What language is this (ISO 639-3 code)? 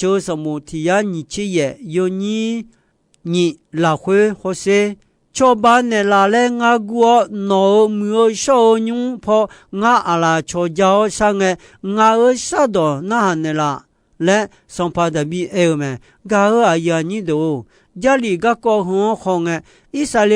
ahk